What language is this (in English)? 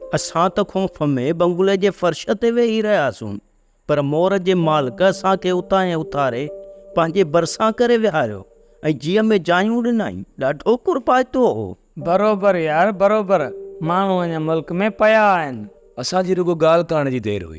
Sindhi